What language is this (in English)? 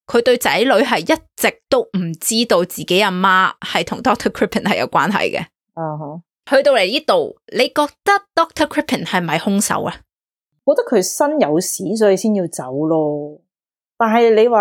Cantonese